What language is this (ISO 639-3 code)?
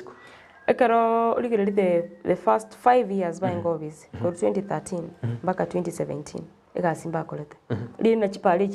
guz